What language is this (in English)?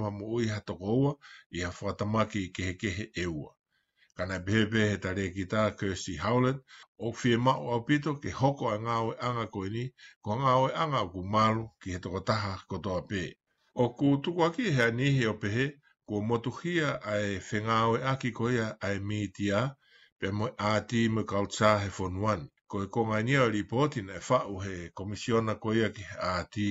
Tongan